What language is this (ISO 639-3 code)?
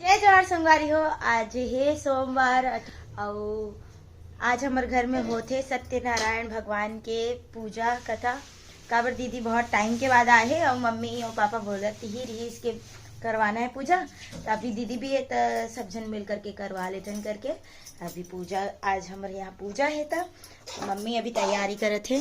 hne